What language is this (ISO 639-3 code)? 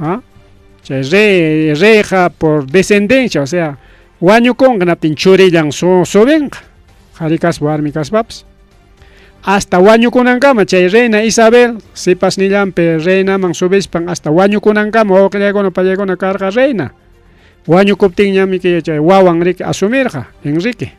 quy